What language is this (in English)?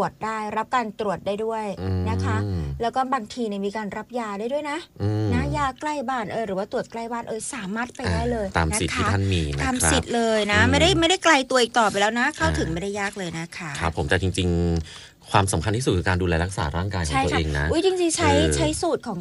Thai